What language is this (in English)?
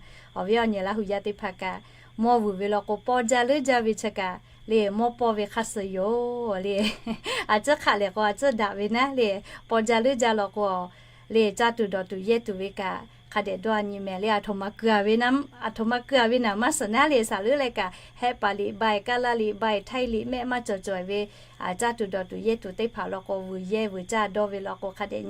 Lahu